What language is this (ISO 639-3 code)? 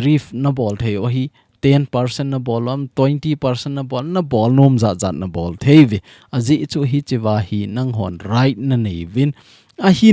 tcz